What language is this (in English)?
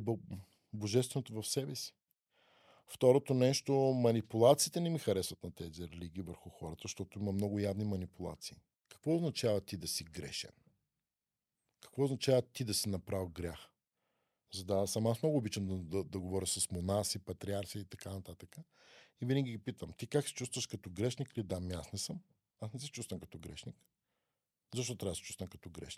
Bulgarian